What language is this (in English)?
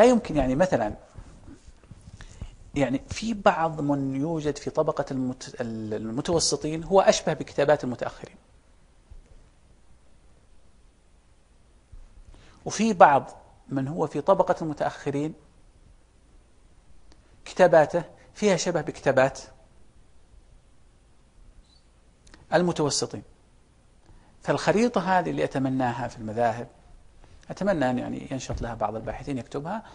Arabic